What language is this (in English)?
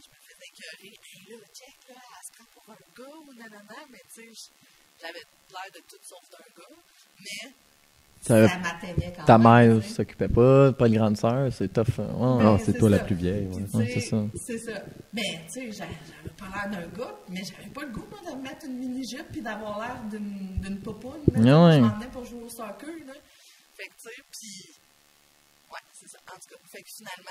French